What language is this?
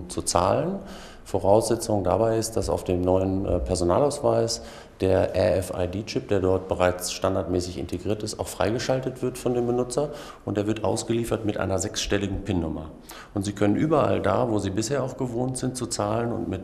German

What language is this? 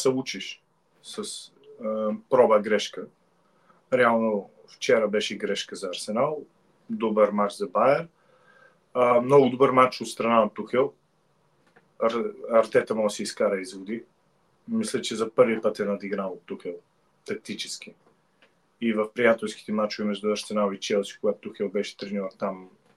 Bulgarian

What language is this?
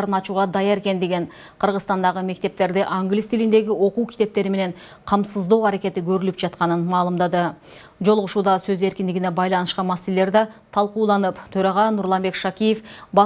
Kyrgyz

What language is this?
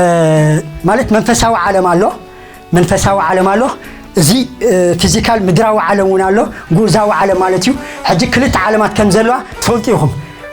Tigrinya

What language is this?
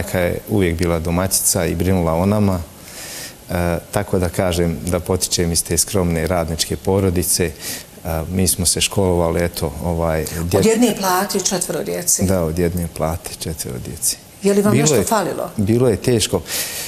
Bosnian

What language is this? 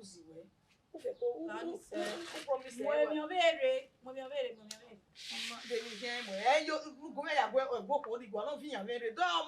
Bini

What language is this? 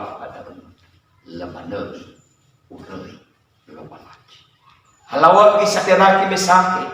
Nias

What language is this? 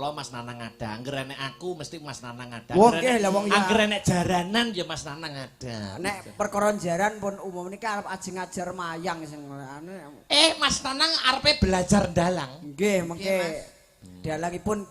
Javanese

